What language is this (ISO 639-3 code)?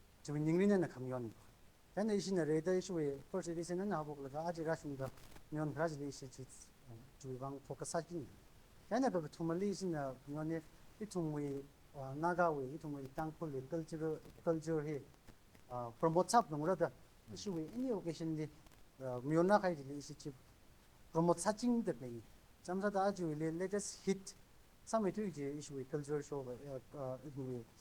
nmf